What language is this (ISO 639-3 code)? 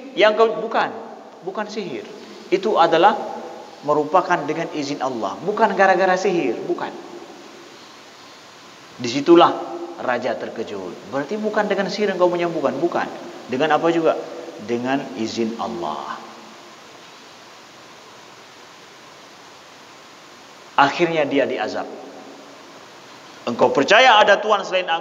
ind